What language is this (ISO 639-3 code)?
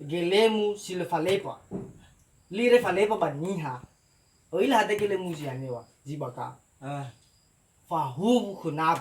nia